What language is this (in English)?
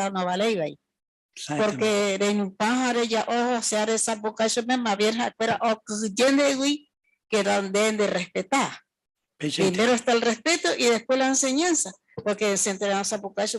Guarani